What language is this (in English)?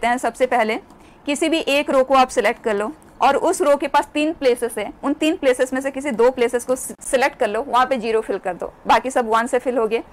Hindi